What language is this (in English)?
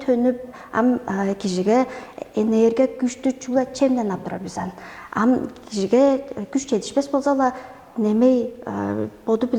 Tuvinian